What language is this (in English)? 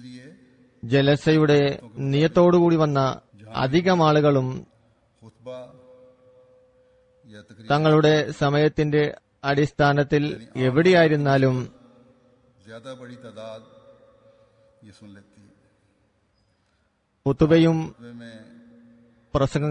Malayalam